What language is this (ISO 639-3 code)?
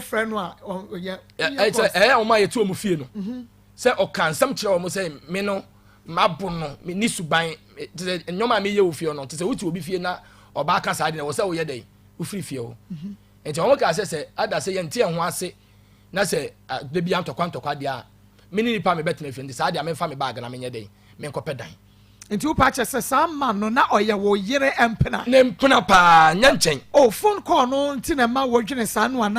aka